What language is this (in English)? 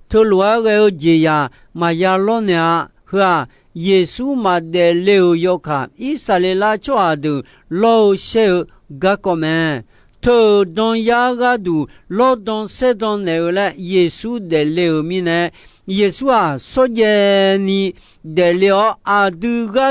Akha